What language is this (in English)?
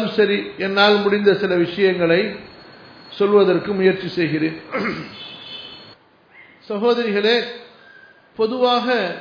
Tamil